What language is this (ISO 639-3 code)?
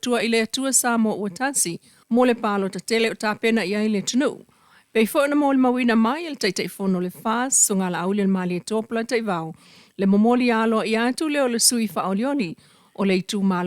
smo